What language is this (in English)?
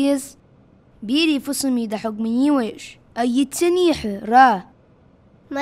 Ingush